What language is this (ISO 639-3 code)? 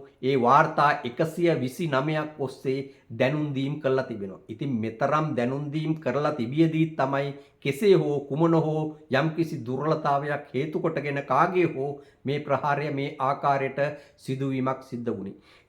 sin